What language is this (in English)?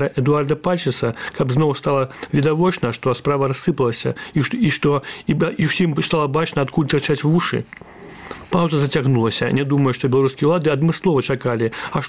Belarusian